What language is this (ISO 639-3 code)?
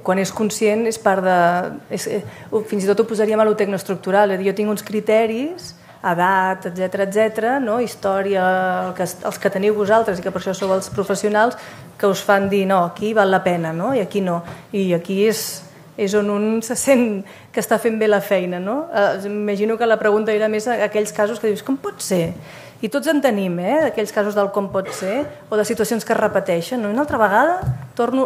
cat